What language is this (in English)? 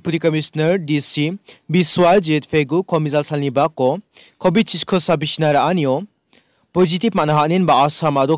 Garo